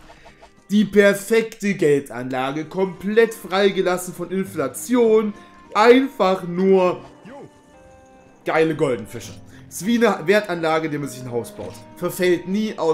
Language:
German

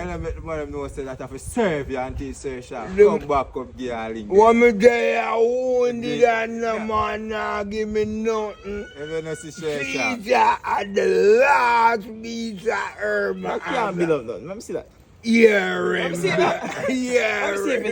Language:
Jamaican Creole English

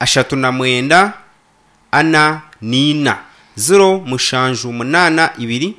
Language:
Nyankole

